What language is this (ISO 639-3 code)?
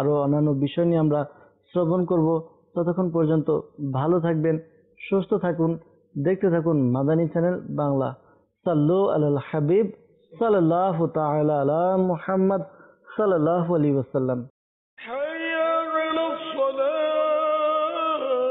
ben